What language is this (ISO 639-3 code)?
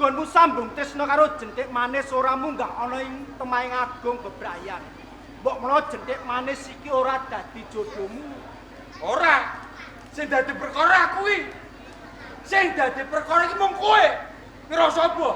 jav